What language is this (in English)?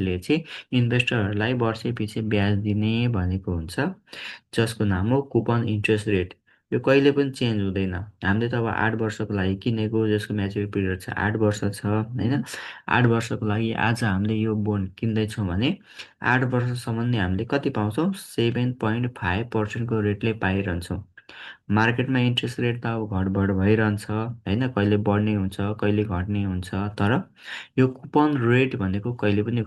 Nepali